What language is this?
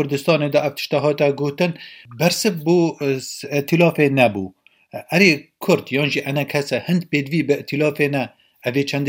Kurdish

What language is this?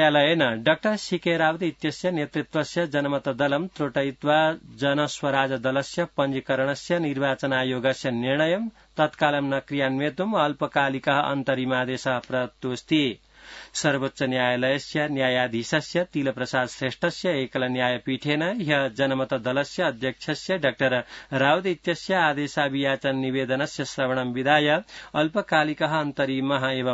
Sanskrit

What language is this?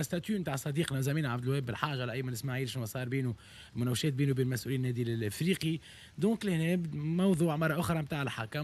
Tunisian Arabic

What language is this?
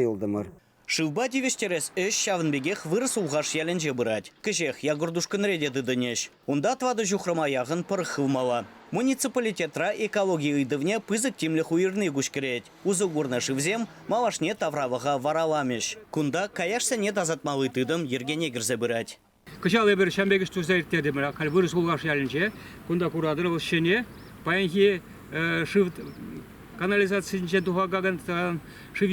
Chuvash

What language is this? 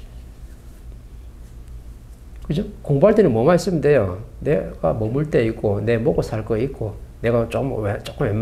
Korean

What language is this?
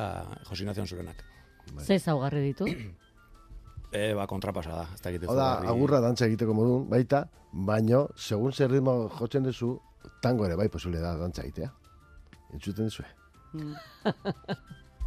Basque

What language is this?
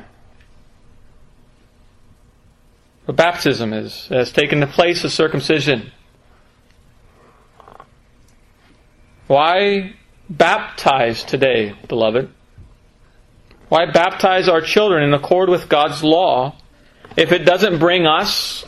English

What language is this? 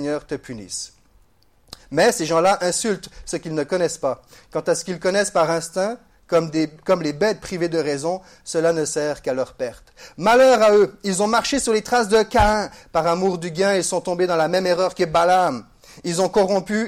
French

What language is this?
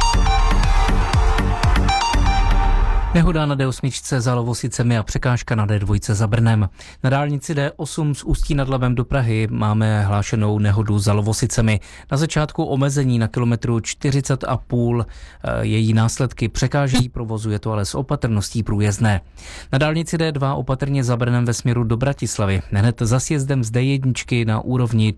Czech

